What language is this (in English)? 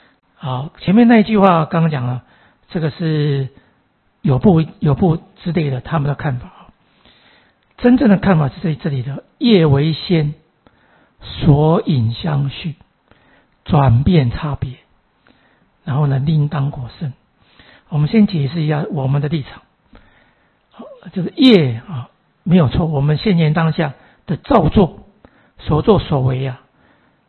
Chinese